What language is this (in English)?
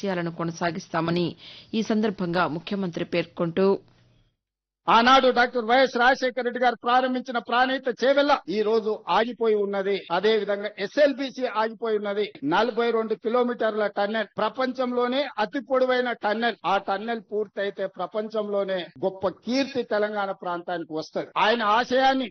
Telugu